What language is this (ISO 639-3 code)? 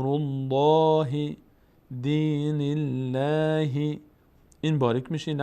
fas